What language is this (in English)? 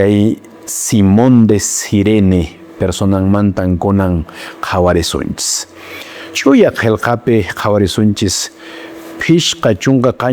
Quechua